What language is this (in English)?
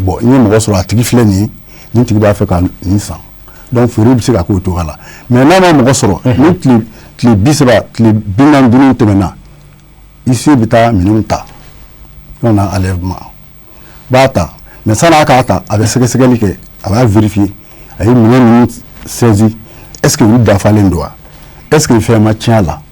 Bambara